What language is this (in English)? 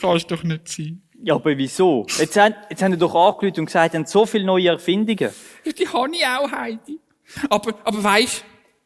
Swiss German